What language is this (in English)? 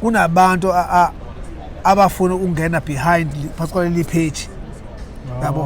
Zulu